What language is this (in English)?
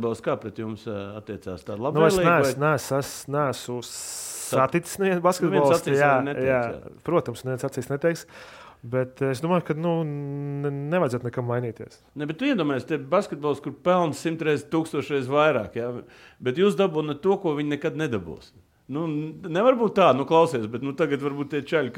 Latvian